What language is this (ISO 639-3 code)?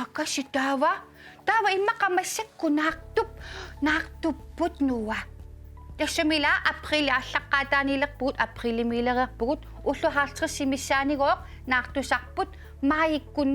kal